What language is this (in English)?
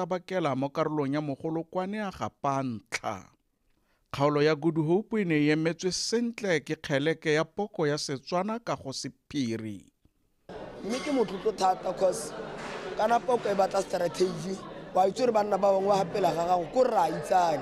Tswana